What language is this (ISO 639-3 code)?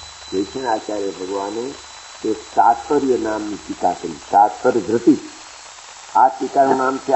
guj